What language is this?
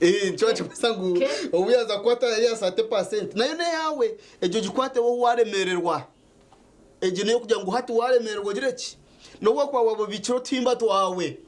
Nyankole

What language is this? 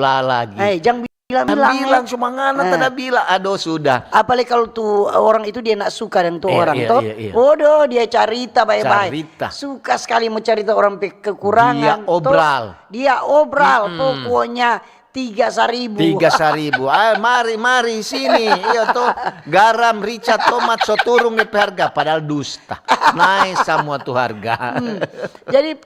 Manado Malay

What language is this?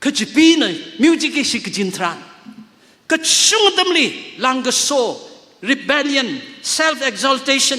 Tangkhul Naga (India)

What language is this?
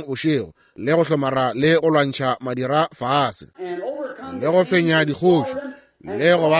Northern Sotho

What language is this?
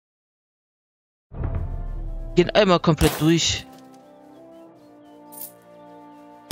German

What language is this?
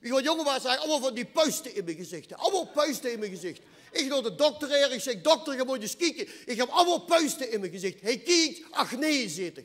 Limburgish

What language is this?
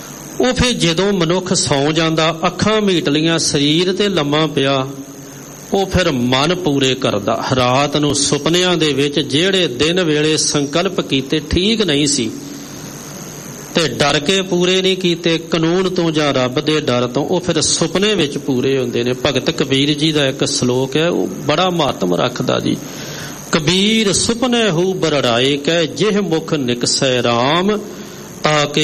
Punjabi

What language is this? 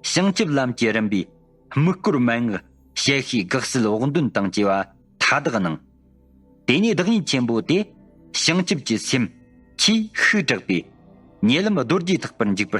Tibetan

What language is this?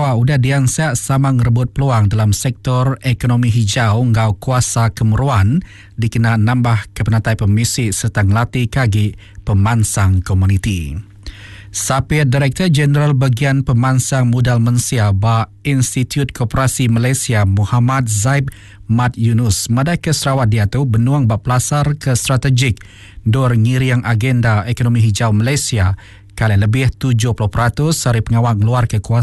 Iban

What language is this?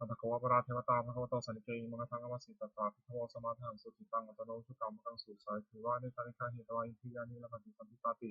Pali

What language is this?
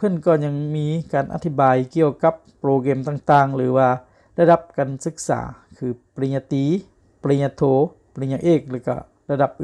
Lao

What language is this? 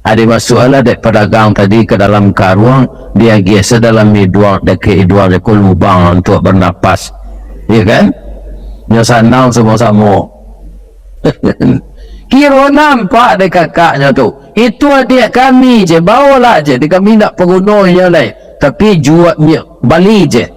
Minangkabau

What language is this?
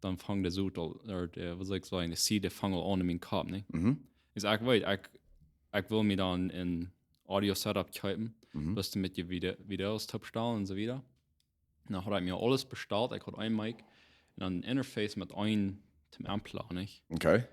Plautdietsch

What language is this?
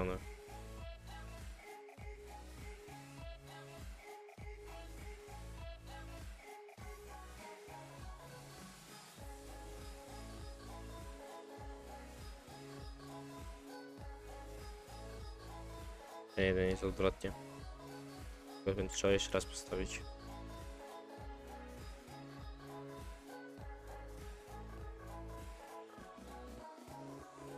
Polish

